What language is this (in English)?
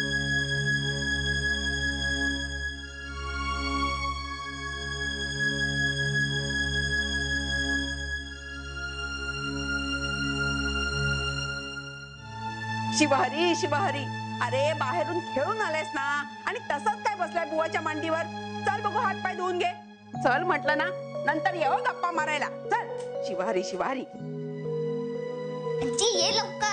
Marathi